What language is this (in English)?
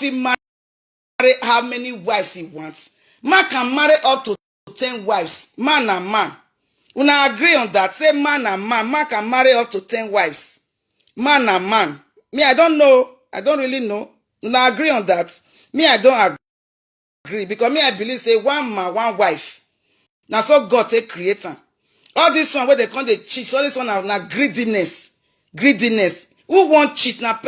Nigerian Pidgin